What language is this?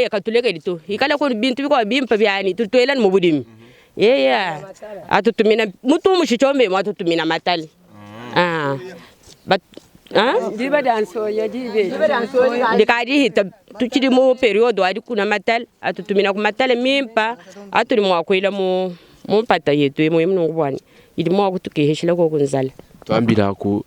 Luba-Lulua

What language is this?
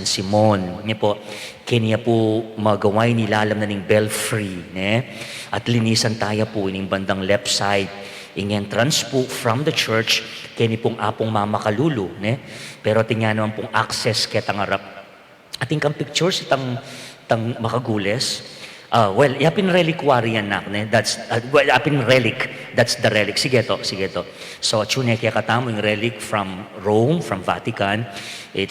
Pampanga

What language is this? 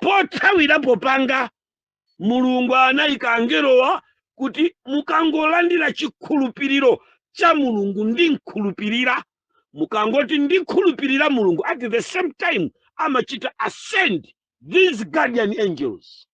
Nyanja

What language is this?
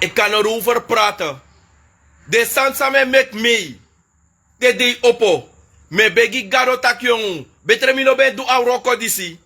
Sranan Tongo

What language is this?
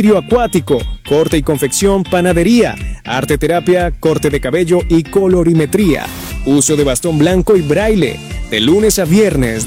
Spanish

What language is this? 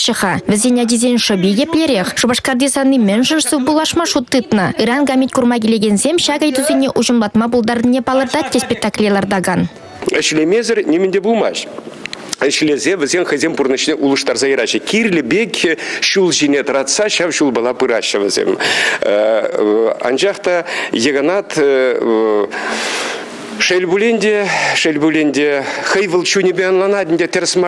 Chuvash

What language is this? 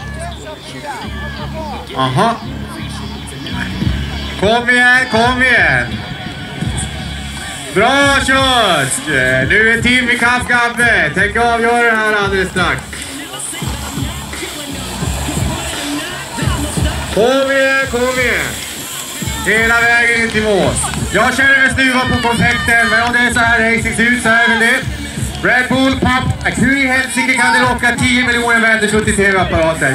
Swedish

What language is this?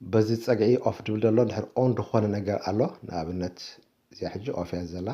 Tigrinya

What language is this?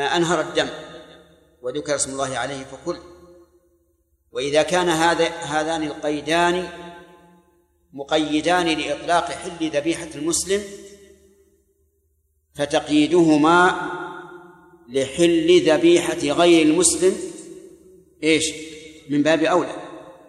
Arabic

